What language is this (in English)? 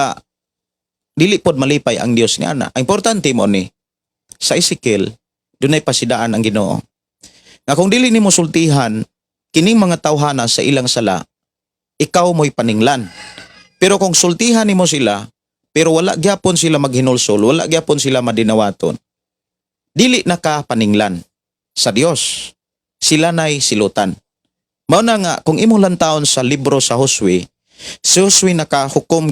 Cebuano